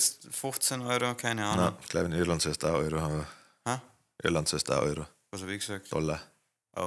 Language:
Bavarian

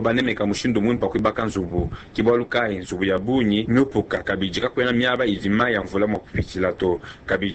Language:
Luba-Lulua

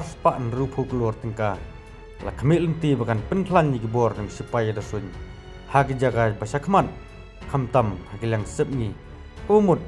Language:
Khasi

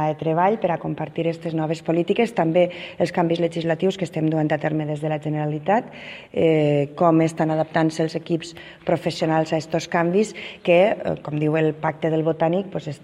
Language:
Catalan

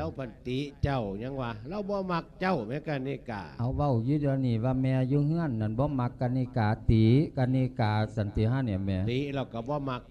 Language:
Lao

